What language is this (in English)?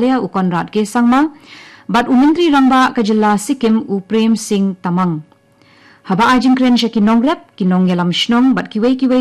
Khasi